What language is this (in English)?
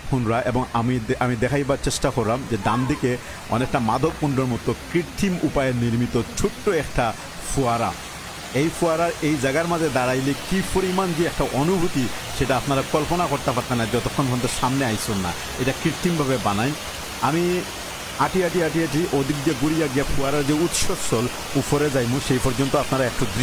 Sylheti